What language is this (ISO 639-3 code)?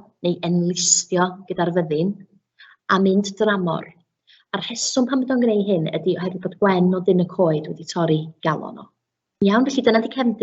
cym